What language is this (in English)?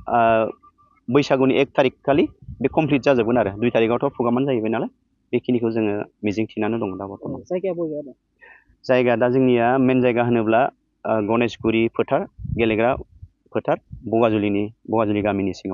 Bodo